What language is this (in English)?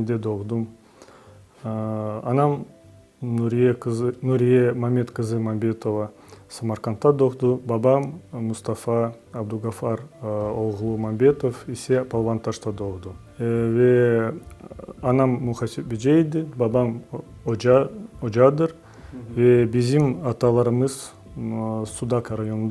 Crimean Tatar